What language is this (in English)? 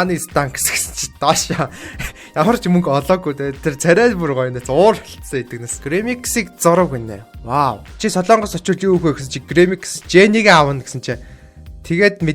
Mongolian